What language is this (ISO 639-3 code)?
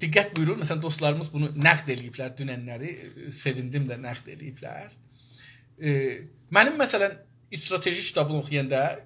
azb